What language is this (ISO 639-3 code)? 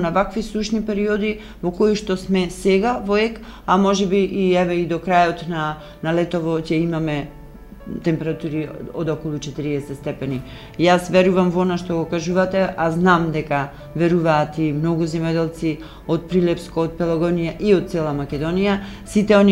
mkd